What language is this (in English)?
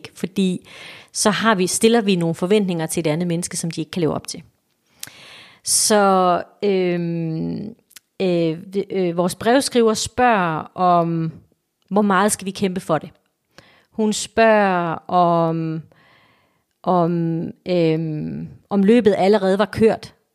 Danish